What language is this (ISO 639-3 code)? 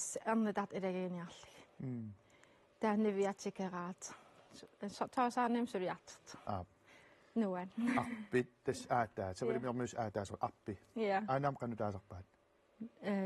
kal